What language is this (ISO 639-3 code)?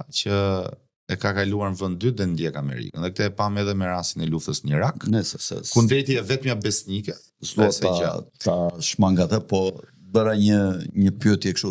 sqi